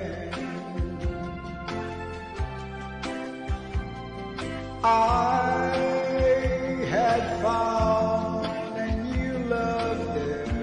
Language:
Filipino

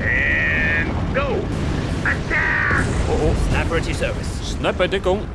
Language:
Bavarian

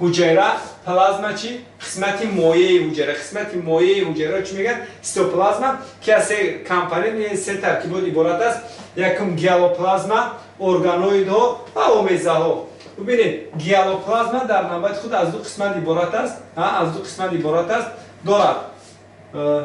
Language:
Tajik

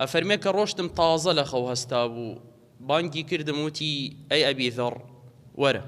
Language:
Central Kurdish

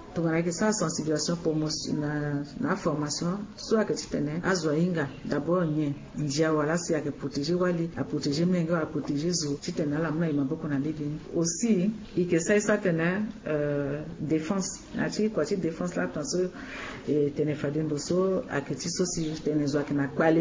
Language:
Sango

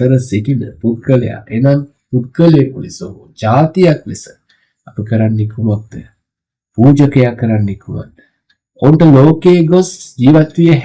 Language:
Sinhala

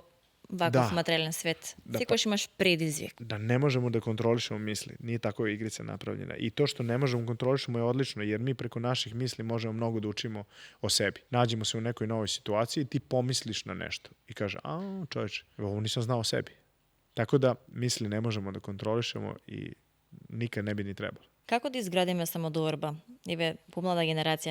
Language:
Macedonian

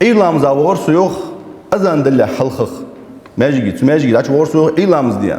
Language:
Ingush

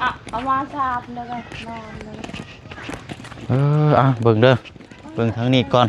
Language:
Lao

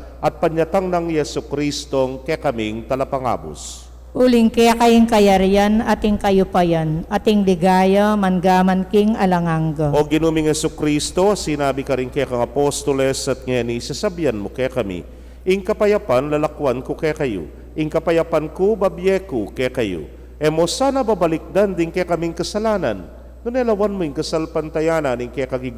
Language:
Pampanga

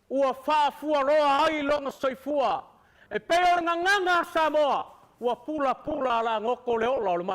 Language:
Samoan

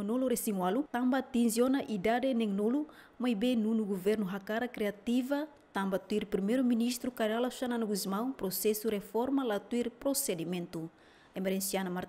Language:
Tetum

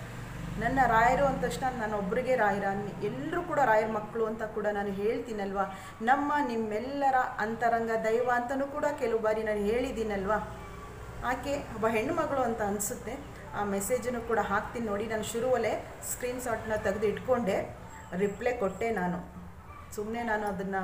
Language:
Kannada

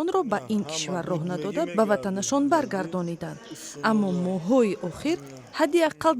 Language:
Tajik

